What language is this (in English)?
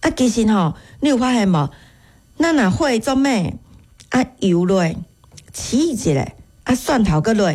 Min Nan Chinese